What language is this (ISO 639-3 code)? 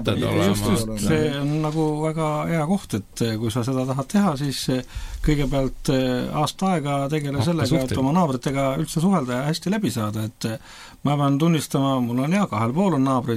est